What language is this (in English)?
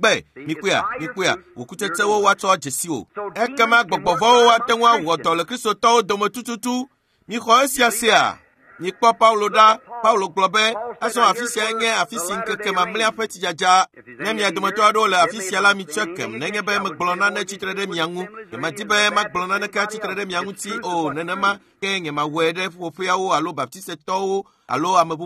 Ewe